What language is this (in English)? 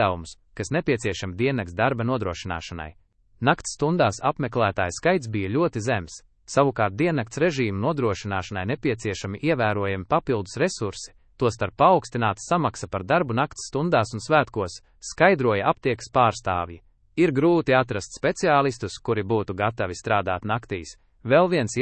Latvian